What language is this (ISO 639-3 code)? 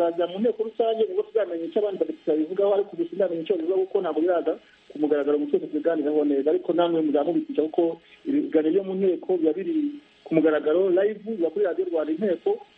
kin